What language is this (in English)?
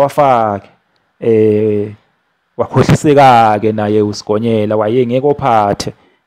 Zulu